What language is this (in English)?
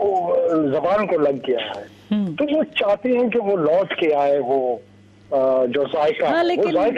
Urdu